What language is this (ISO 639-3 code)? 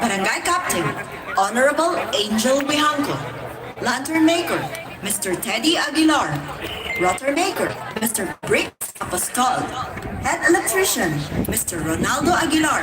pam